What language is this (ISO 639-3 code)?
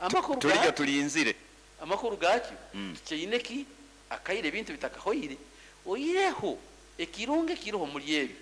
nyo